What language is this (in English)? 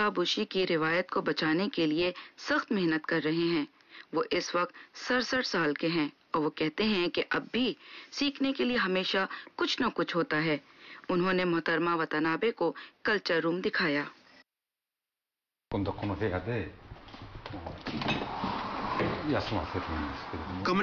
Urdu